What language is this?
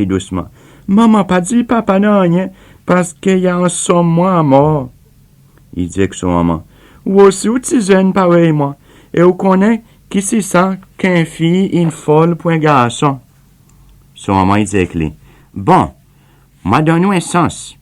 Seselwa Creole French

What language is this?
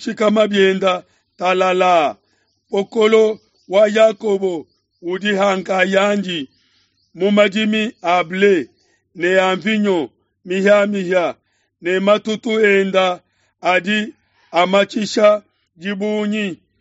Luba-Lulua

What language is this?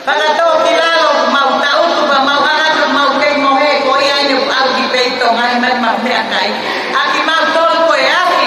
Tongan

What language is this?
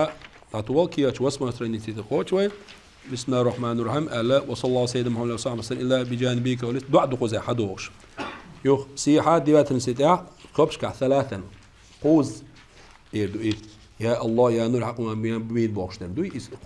Chechen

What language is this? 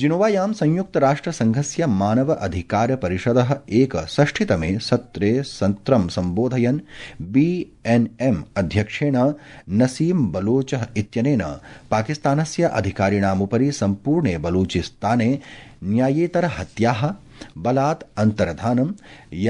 Sanskrit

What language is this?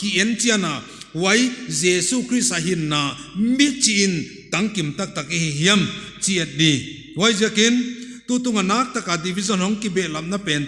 Paite Chin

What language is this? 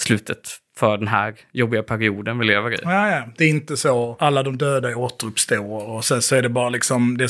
Swedish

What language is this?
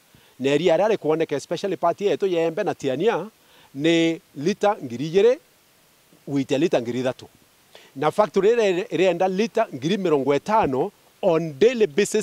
Meru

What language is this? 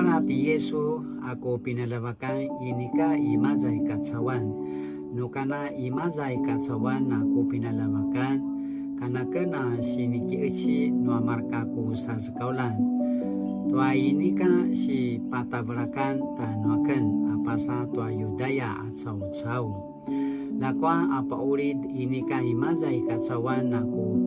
Paiwan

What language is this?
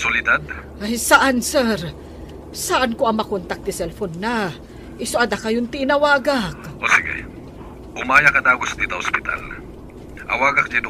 Iloko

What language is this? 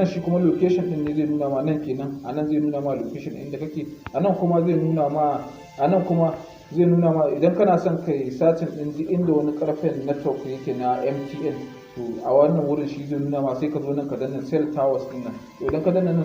Hausa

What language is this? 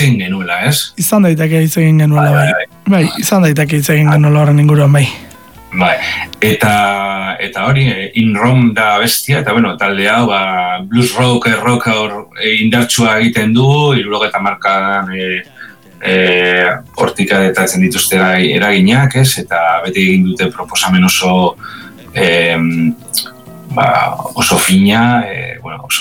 Basque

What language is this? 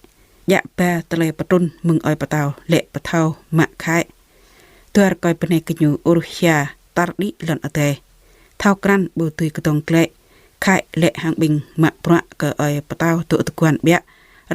Jarai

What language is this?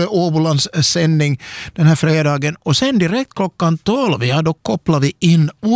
Swedish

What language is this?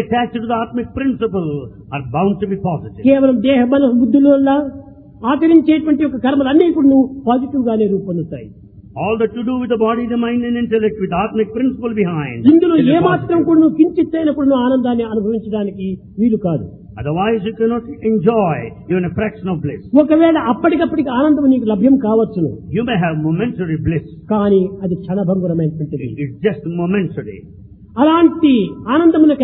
Telugu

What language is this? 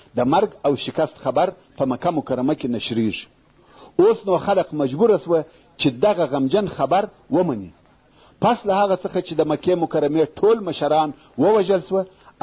Pashto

